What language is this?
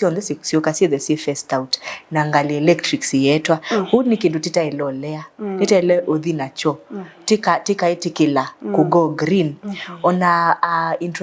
Kamba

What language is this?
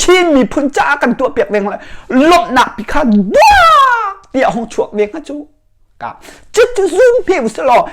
Hakha Chin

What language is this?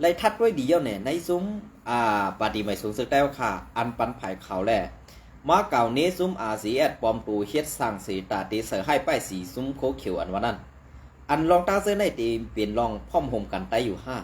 Shan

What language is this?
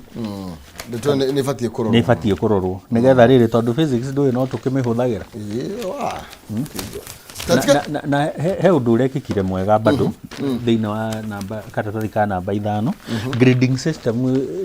Kikuyu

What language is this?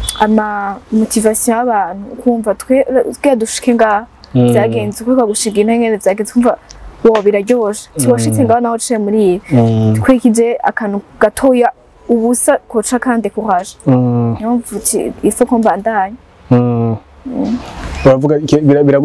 Rundi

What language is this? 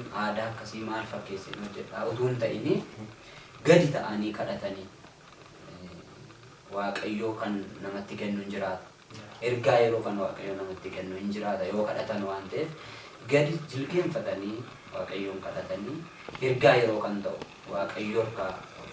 Oromo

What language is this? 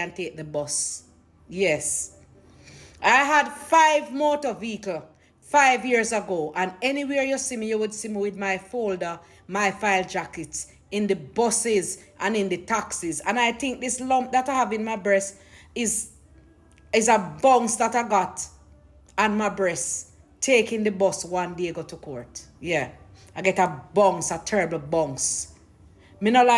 Jamaican Creole English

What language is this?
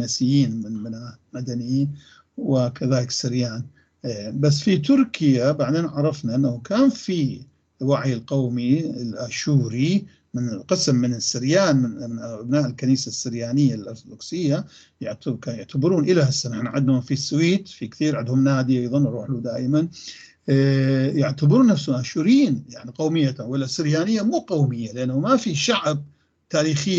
North Levantine Arabic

